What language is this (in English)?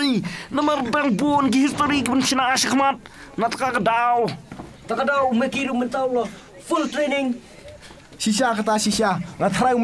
Khasi